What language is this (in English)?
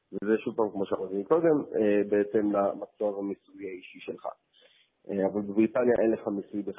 Hebrew